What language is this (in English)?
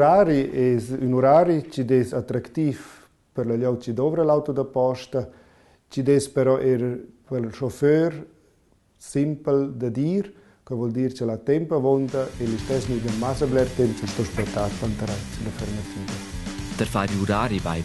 Romansh